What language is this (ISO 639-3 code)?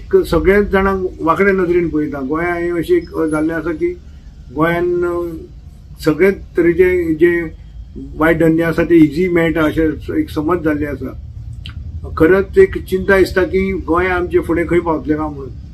kok